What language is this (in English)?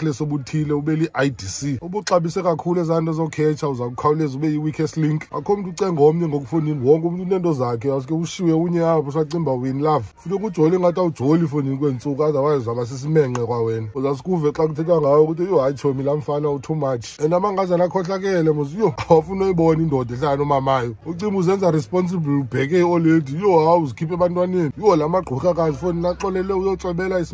Xhosa